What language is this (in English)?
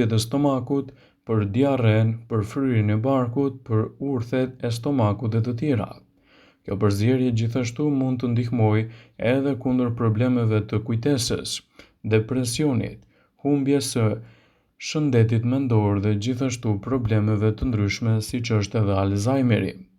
Albanian